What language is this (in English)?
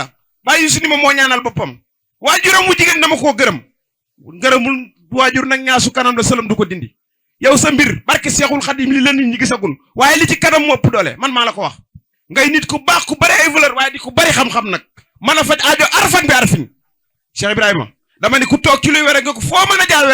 Wolof